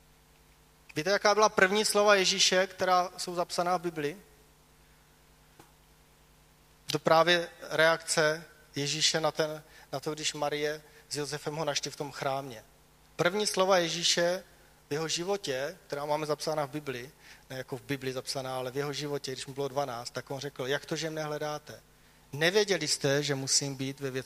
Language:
Czech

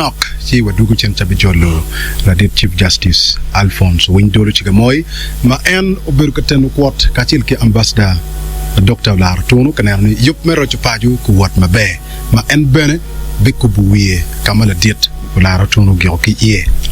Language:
Acoli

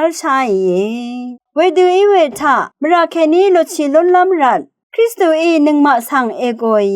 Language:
Rawang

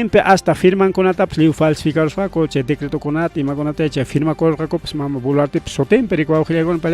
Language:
Ayacucho Quechua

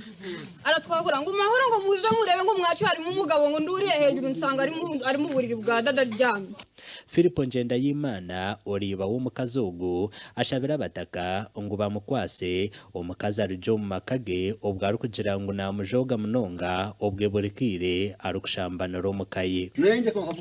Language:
Nyankole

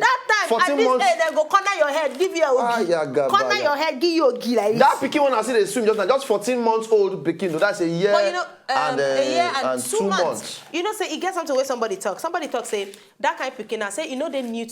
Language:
Nigerian Pidgin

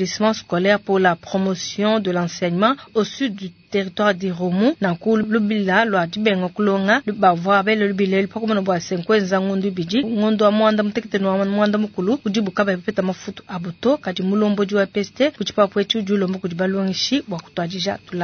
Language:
Luba-Lulua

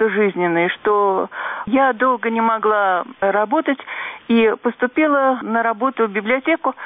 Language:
Russian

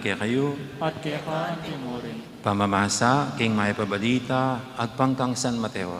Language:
Pampanga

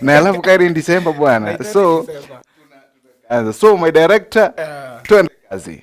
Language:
Meru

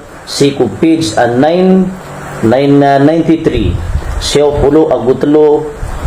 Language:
Maranao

